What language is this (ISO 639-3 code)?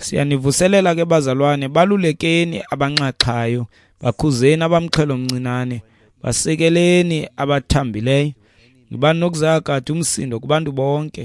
xho